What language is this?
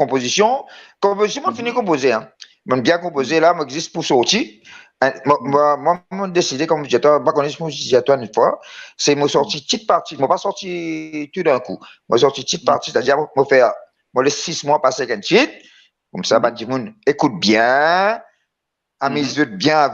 Morisyen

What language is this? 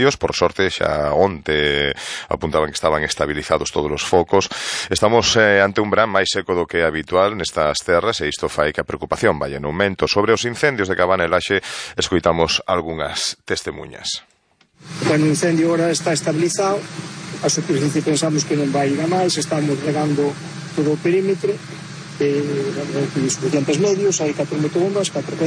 Galician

